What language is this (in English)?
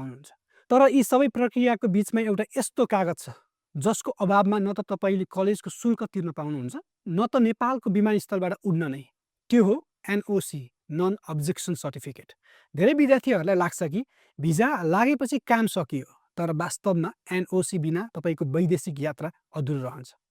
Nepali